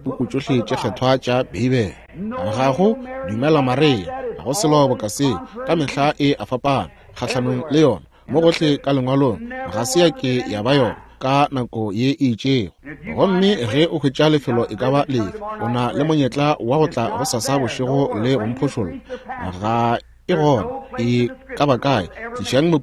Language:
Northern Sotho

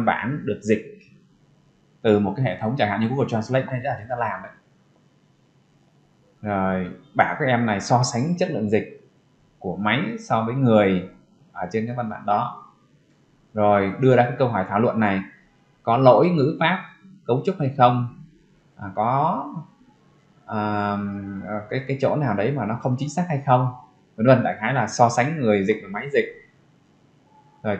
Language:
Vietnamese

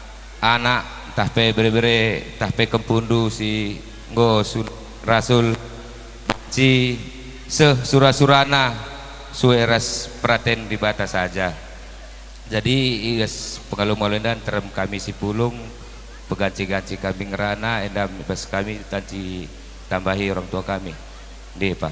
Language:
Batak Karo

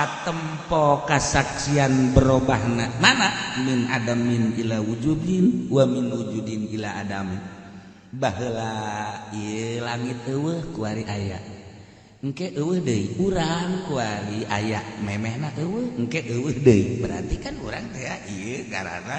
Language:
Sundanese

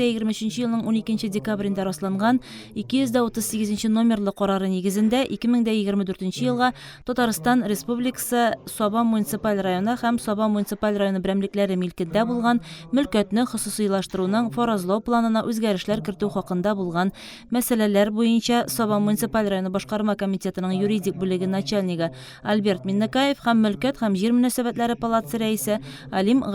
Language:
Tatar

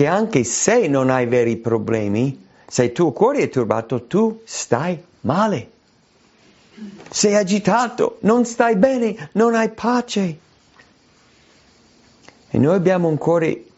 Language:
Italian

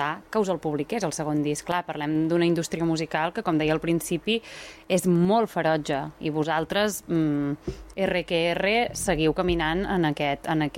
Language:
Catalan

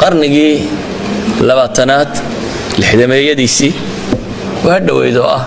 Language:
Somali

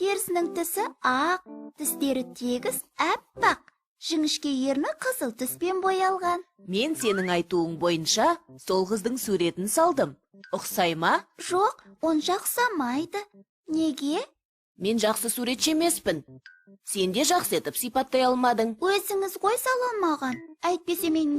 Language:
Kazakh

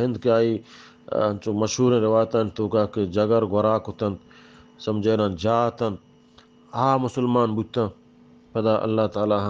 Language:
Eastern Balochi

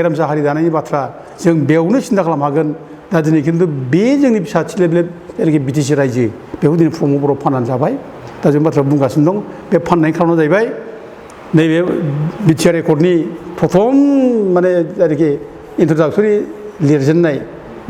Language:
Bodo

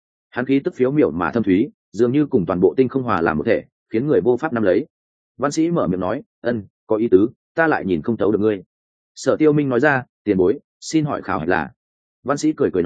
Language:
Vietnamese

